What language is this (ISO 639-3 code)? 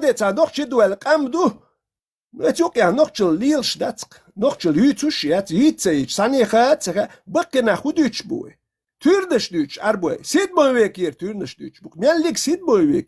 che